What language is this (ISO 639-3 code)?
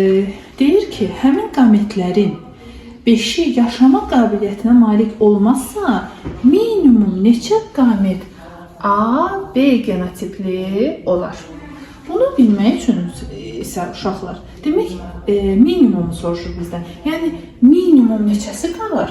aze